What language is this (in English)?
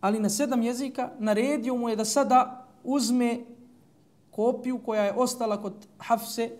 Bosnian